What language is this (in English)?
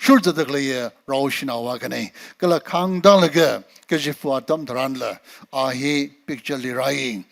Tangkhul Naga (India)